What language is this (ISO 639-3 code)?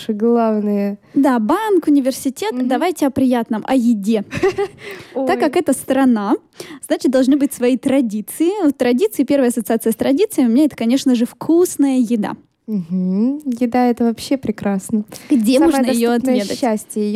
rus